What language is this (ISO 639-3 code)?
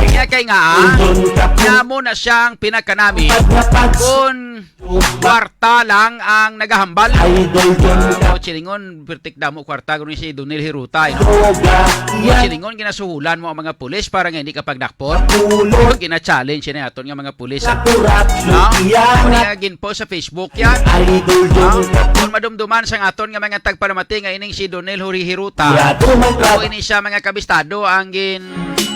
hil